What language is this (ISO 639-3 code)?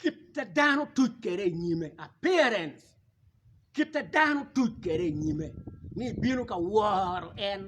ach